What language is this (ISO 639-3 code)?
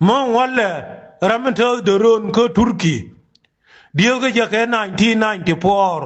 nus